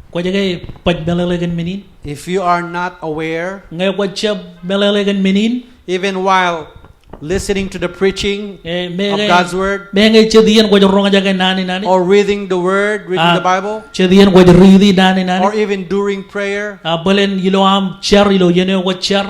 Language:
Marshallese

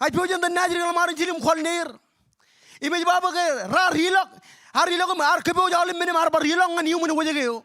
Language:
Marshallese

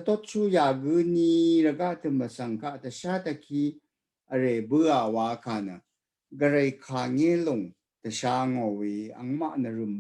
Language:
Rawang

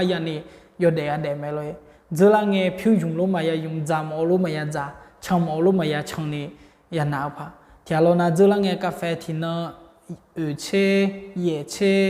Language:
Akha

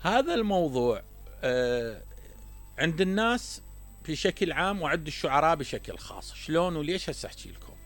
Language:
Mesopotamian Arabic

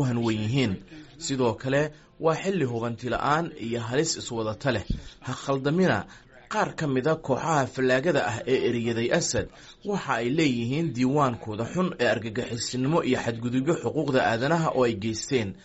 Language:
Somali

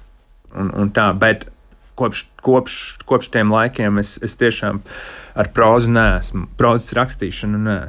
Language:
Latvian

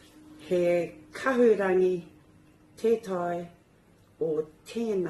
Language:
Māori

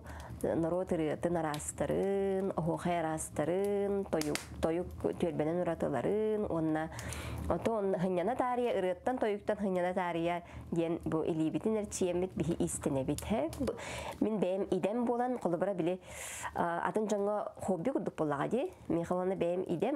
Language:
Yakut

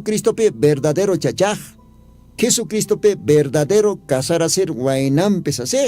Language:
Aymara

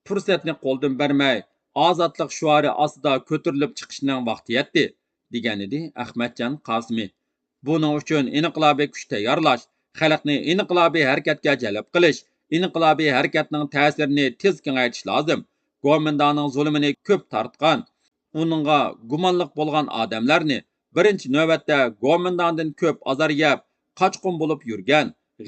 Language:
Uyghur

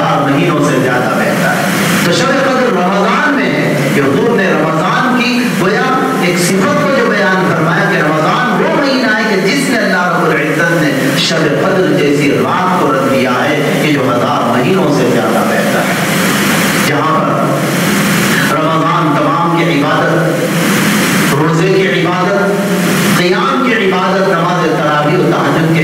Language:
Urdu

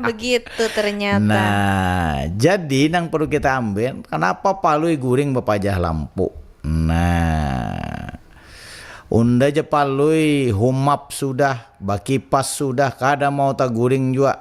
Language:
Banjar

